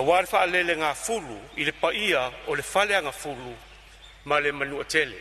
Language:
Samoan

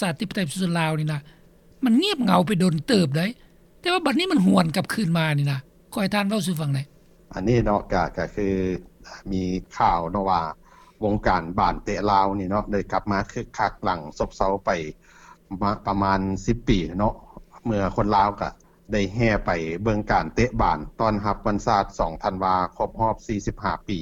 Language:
Lao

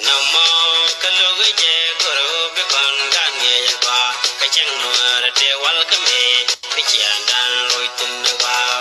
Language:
Nuer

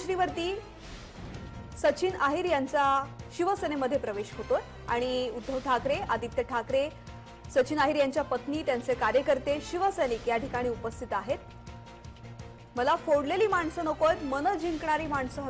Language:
Marathi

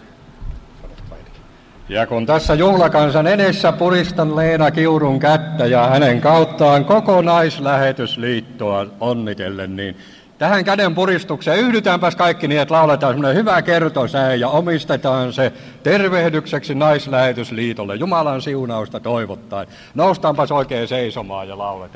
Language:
Finnish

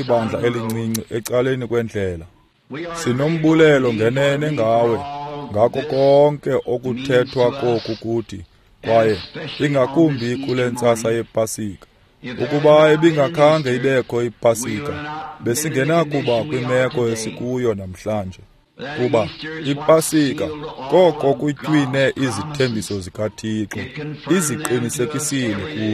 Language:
Xhosa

